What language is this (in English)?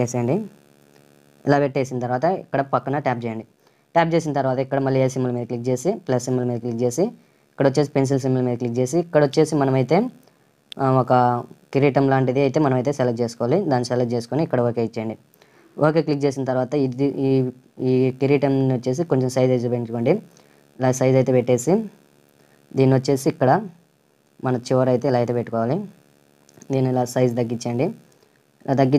Telugu